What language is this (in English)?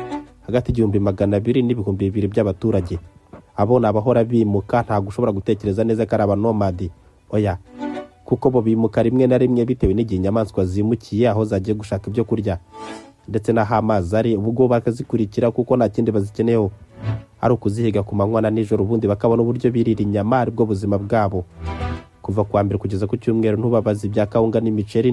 Kinyarwanda